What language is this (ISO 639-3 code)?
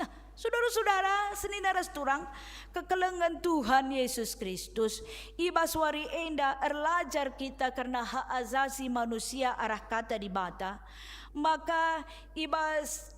btx